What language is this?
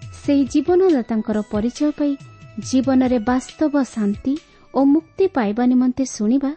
Odia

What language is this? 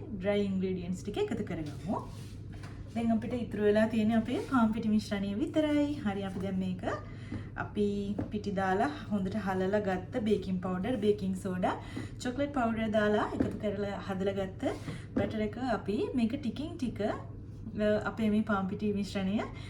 Sinhala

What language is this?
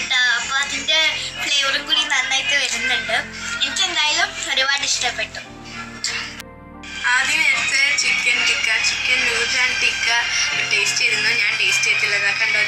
Malayalam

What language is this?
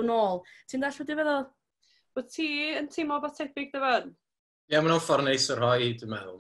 Welsh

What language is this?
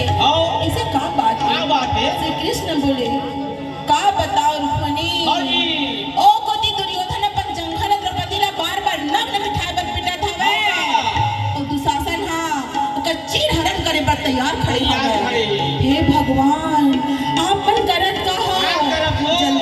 Chhattisgarhi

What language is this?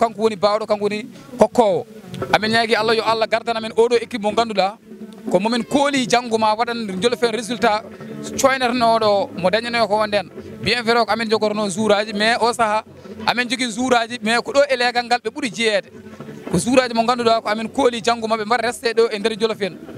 Fula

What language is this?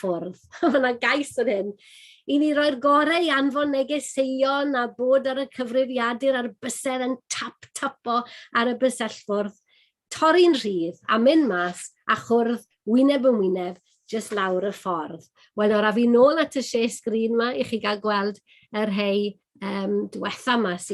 Welsh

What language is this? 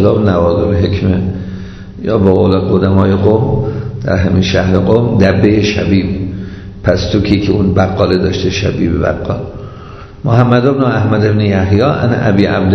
Persian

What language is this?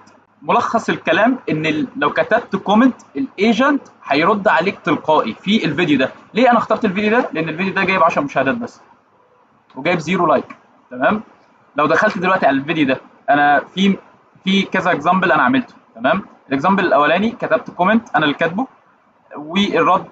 Egyptian Arabic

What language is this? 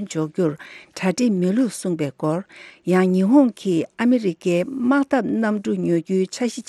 Tibetan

